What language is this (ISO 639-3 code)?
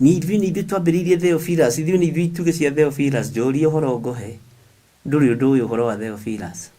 kik